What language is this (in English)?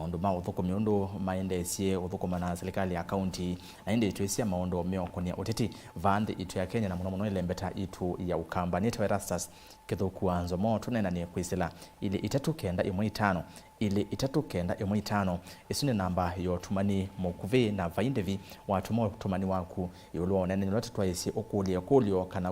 Kamba